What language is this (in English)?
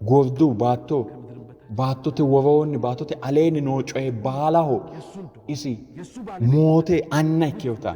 Sidamo